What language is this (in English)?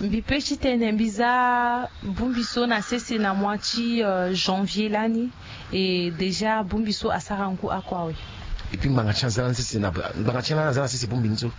Sango